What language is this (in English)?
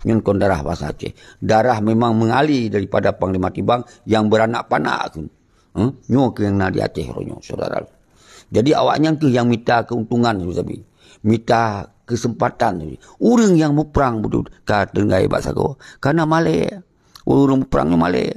Achinese